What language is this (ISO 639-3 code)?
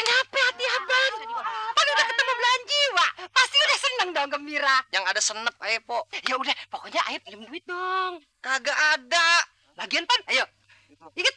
bew